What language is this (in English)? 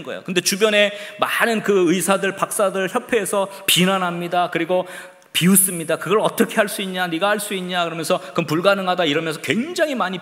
Korean